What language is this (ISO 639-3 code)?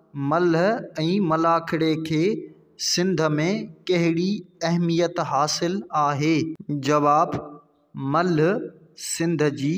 snd